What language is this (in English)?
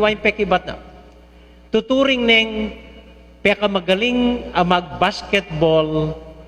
Pampanga